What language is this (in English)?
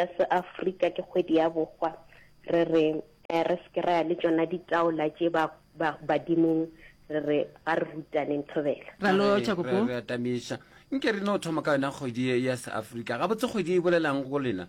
Northern Sotho